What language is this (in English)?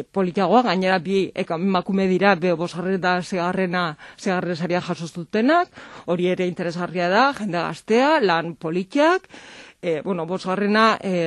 Basque